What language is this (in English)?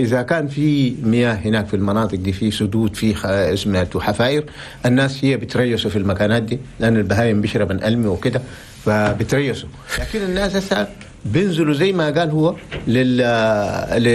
Chadian Arabic